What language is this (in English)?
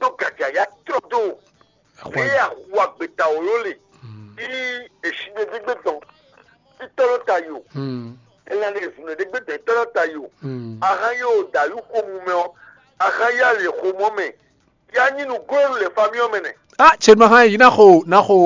Fon